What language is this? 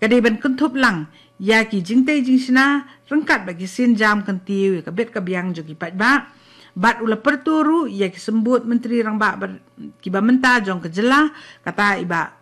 Khasi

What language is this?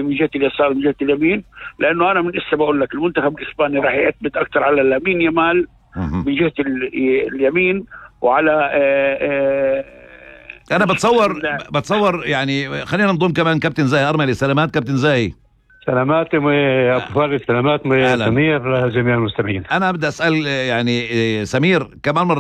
North Levantine Arabic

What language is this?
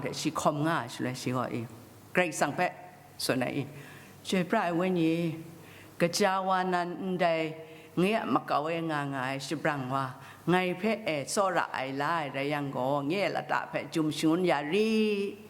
Kachin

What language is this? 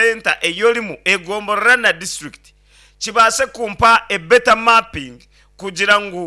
Nyankole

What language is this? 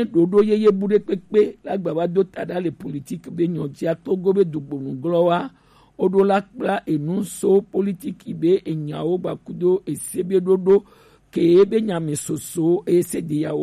Gen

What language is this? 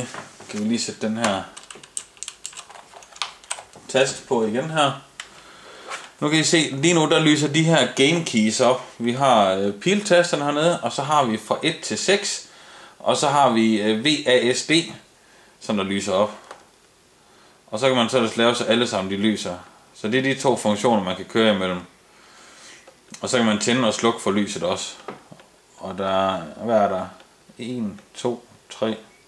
Danish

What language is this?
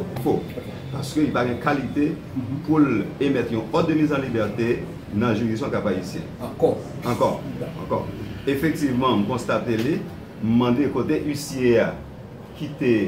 Haitian Creole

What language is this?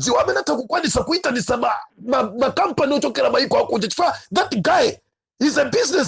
Nyanja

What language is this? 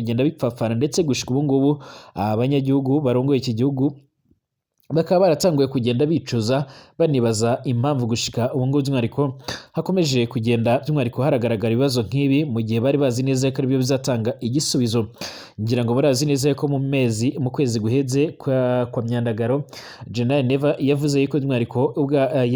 Rundi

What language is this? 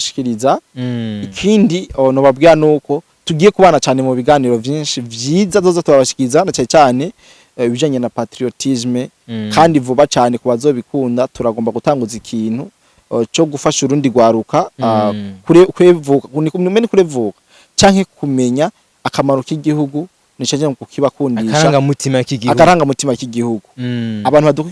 Rundi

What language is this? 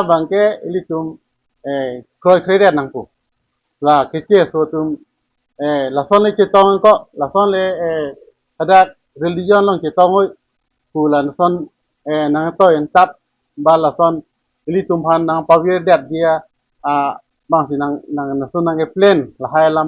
Karbi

